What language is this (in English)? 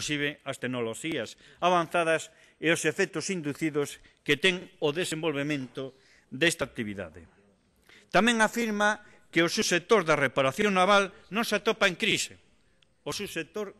Galician